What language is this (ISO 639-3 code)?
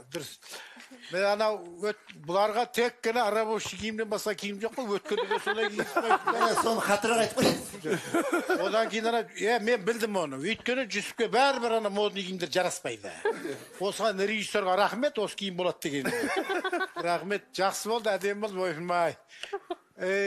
kaz